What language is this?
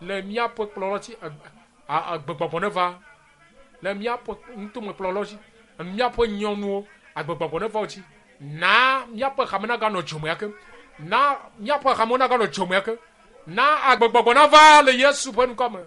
Ewe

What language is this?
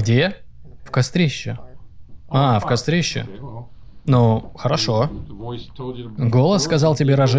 Russian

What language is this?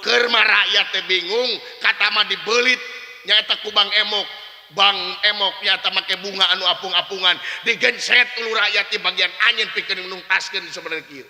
Sundanese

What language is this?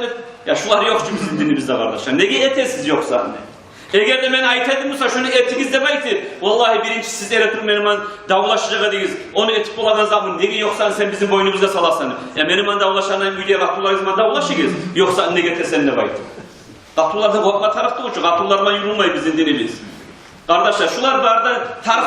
Kumyk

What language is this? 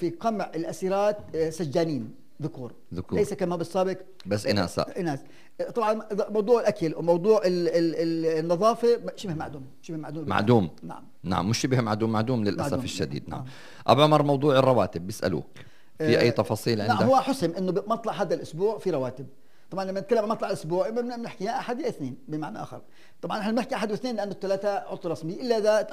North Levantine Arabic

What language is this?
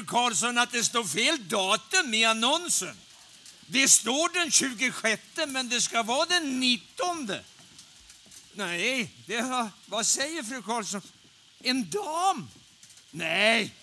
Swedish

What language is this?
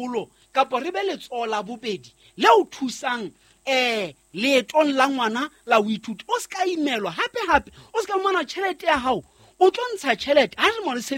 Southern Sotho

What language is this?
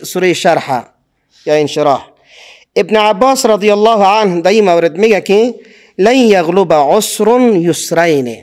Persian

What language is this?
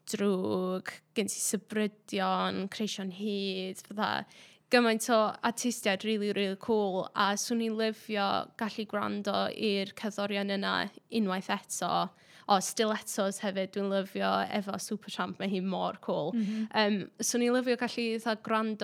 Welsh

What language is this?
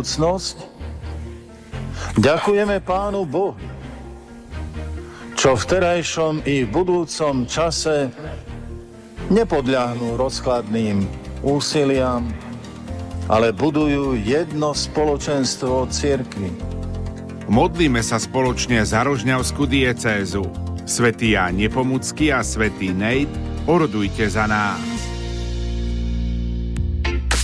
Slovak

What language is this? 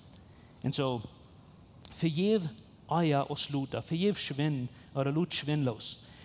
Plautdietsch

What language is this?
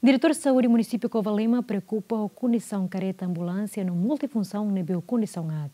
Tetum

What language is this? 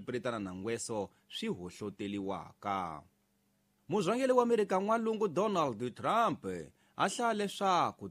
Tsonga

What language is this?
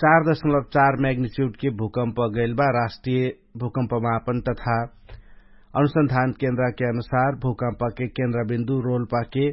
Dangaura Tharu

